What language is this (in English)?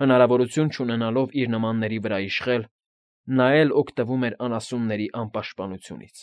Armenian